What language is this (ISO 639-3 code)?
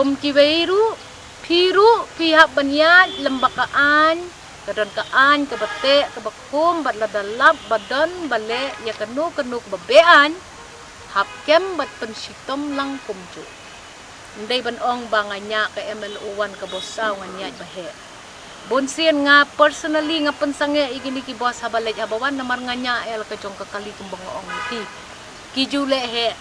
kha